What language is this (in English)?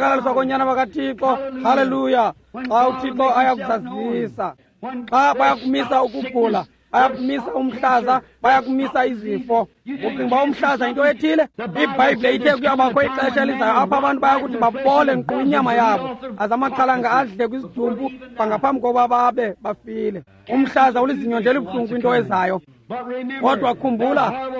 Xhosa